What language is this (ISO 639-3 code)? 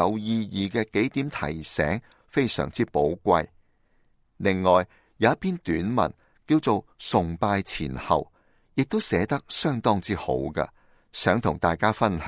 yue